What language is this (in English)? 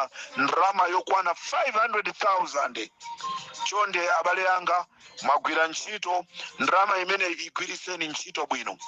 Nyanja